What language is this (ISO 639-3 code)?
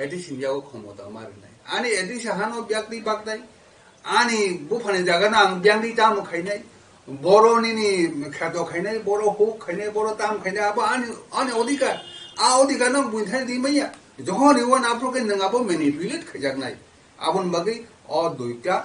trp